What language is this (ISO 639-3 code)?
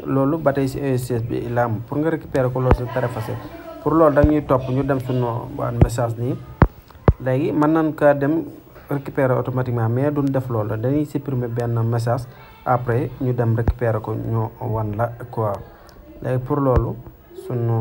wol